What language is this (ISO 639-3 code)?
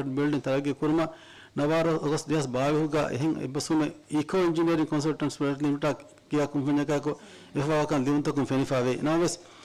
div